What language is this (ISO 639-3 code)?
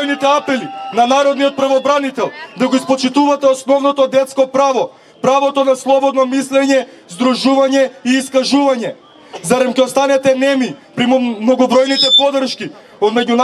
mkd